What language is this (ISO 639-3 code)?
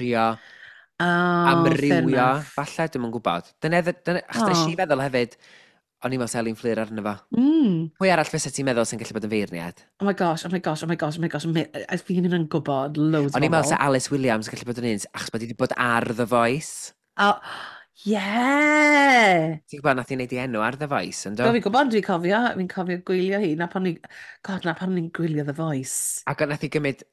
cym